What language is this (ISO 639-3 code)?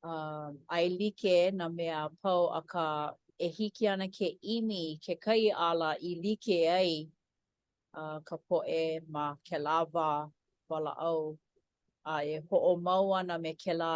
haw